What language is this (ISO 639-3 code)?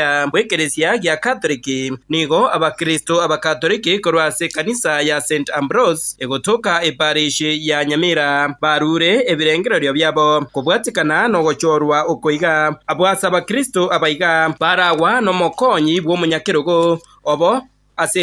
guz